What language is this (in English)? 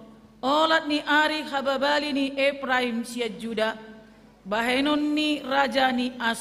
Batak Toba